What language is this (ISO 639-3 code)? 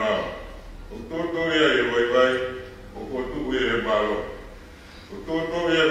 ton